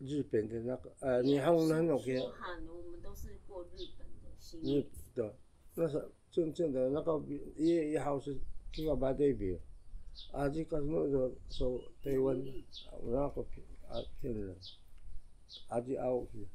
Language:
Taroko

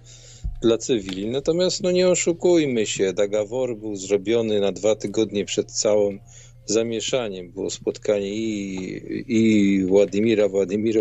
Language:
Polish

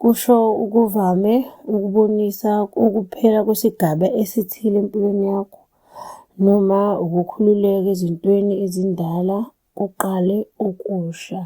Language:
Zulu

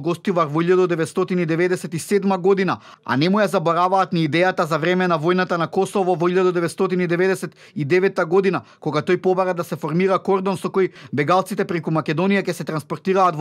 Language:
Macedonian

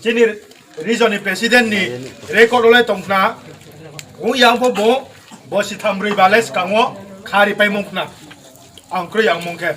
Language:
Riang (India)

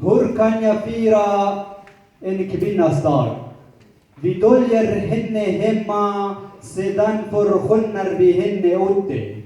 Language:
Kurdish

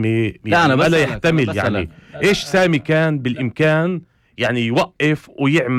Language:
North Levantine Arabic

